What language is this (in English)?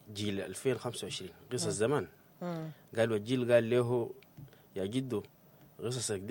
Sudanese Arabic